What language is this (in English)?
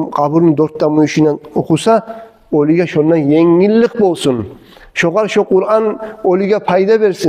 Kumyk